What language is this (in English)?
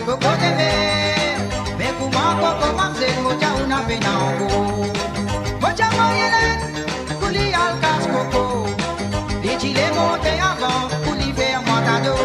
Morisyen